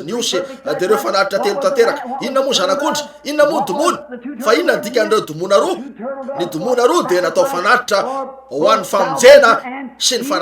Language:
Malagasy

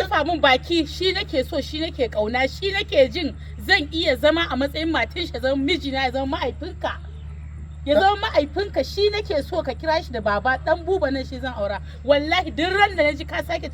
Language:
Hausa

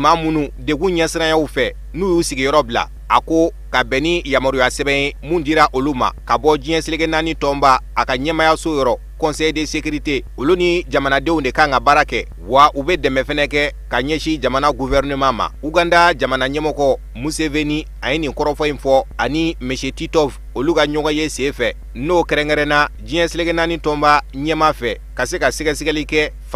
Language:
Bambara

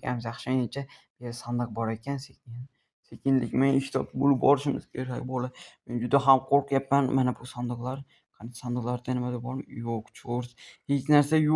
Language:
Uzbek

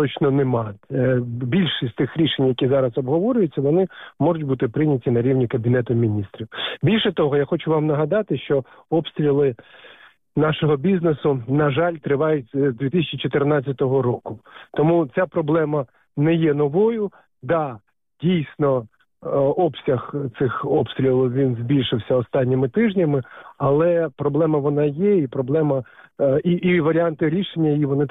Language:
Ukrainian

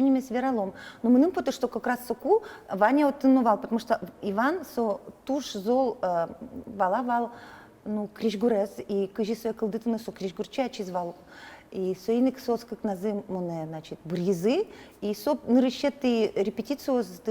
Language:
Udmurt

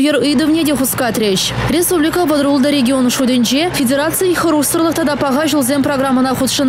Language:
Chuvash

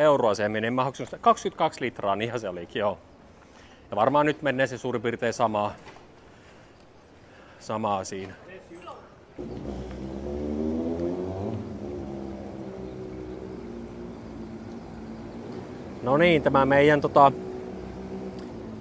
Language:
Finnish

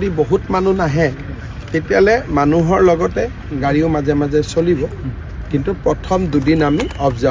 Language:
Assamese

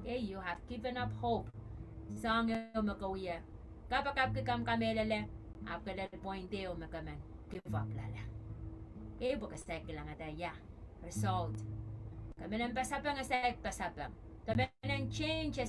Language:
Pohnpeian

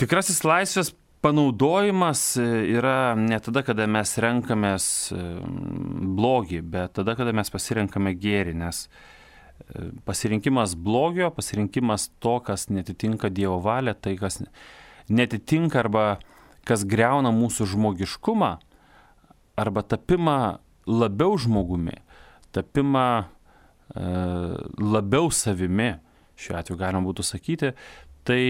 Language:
Lithuanian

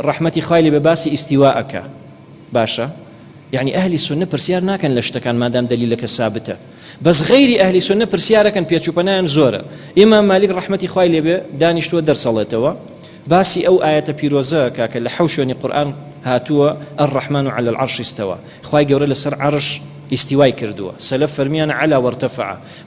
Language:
Central Kurdish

